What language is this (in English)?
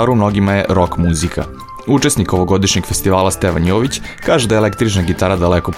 Serbian